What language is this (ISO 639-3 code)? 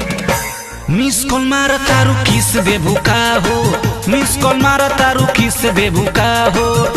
bho